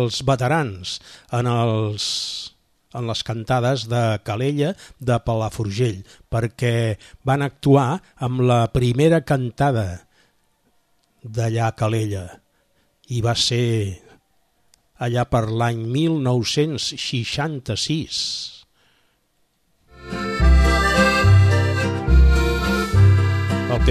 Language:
Catalan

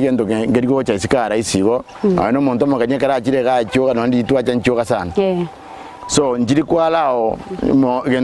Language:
Gusii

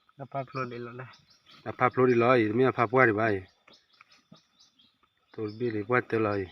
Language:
S'gaw Karen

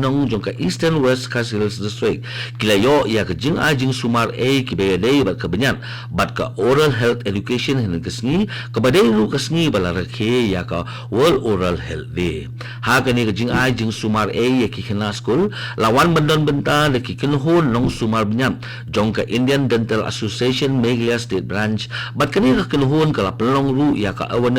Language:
Khasi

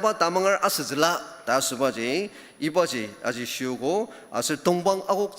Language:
Ao Naga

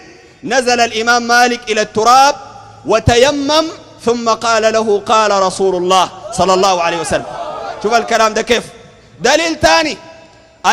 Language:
Sudanese Arabic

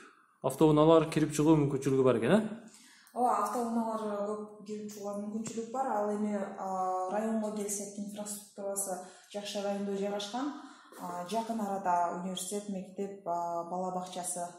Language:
Kyrgyz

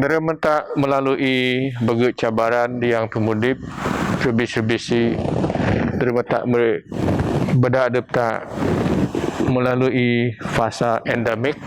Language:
Biatah Bidayuh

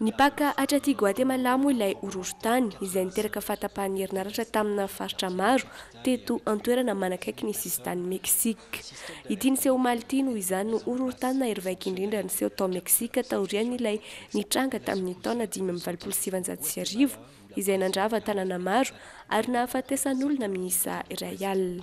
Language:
Malagasy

